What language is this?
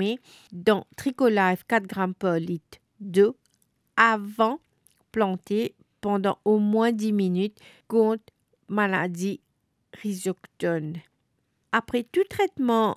Morisyen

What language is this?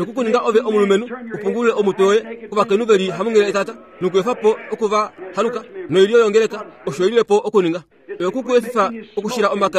Kuanyama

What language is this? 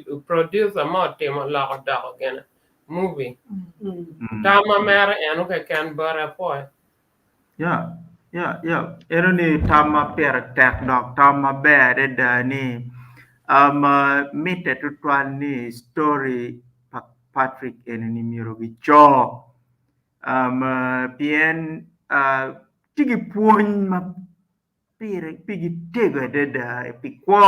Acoli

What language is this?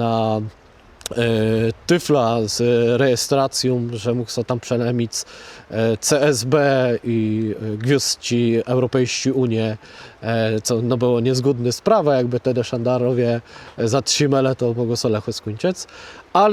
Kashubian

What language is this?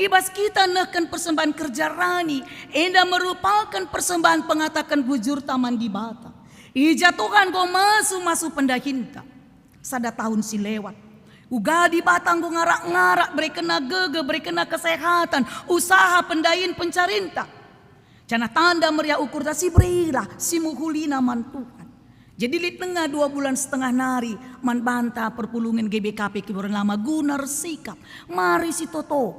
Batak Karo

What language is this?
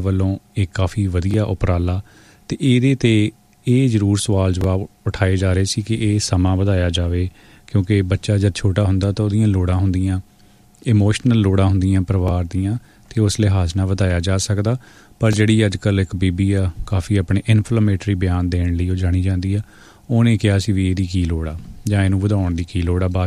Punjabi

